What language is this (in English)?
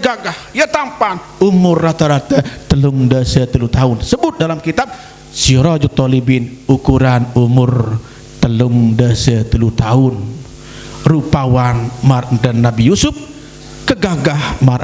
Sasak